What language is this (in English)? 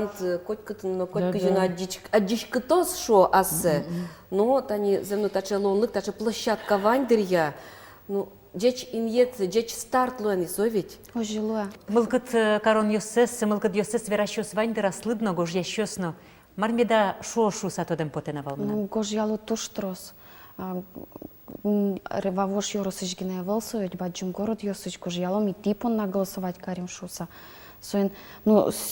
Udmurt